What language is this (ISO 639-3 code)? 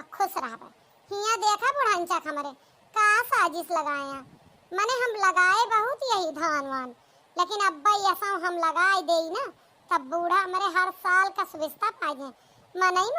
awa